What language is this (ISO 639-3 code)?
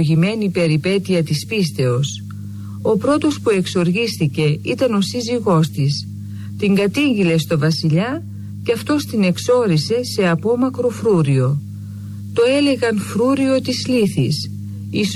ell